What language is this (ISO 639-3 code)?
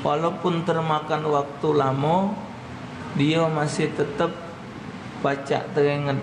mui